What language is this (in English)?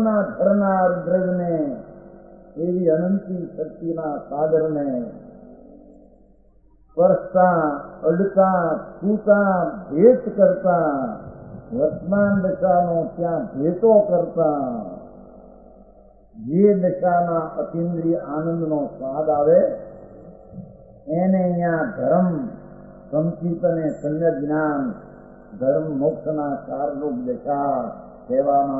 Gujarati